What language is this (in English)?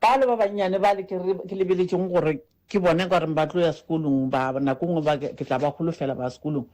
Northern Sotho